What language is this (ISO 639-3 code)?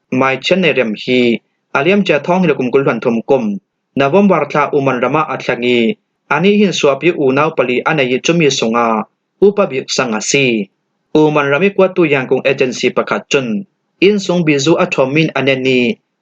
cfm